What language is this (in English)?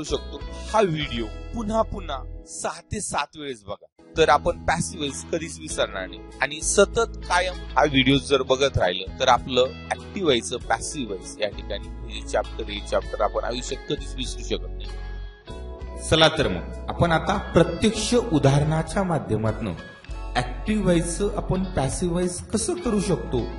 Marathi